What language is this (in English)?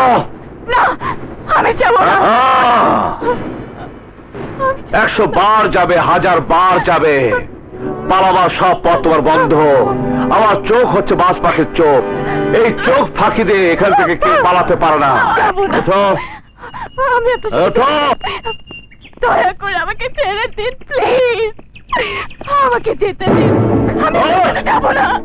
Bangla